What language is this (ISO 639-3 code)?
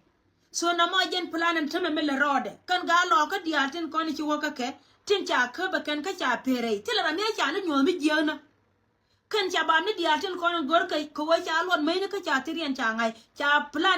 nus